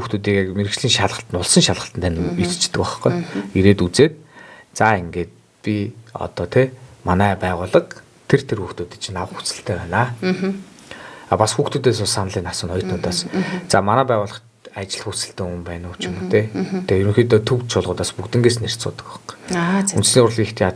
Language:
Mongolian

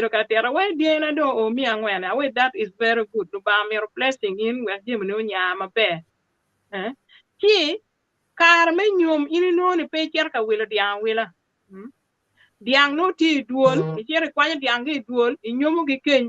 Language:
Acoli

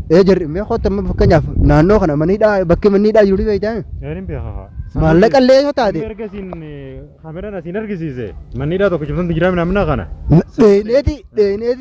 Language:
Oromo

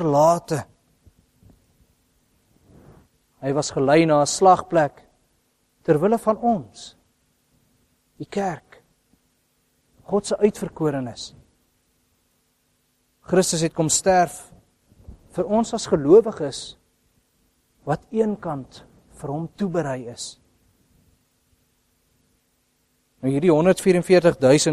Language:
Afrikaans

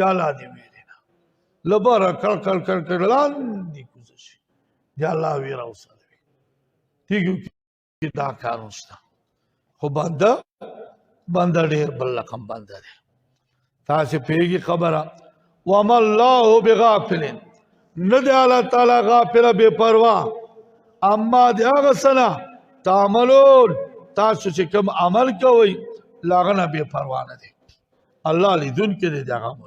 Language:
Pashto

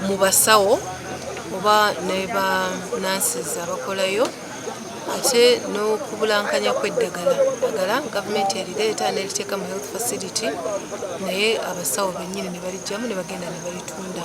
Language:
Soga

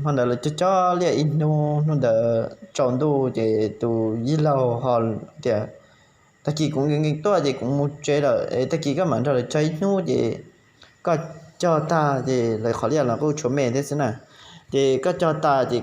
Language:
Hmong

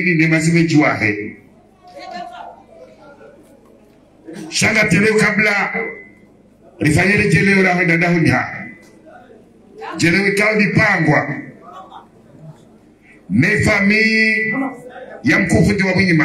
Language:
Swahili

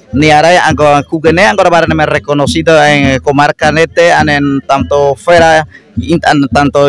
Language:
Ngäbere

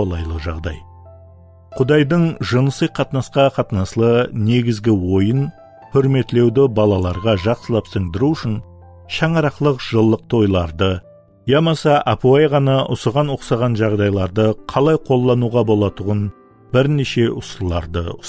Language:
Kara-Kalpak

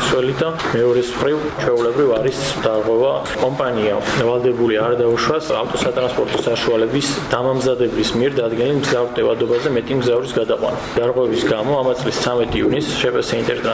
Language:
Georgian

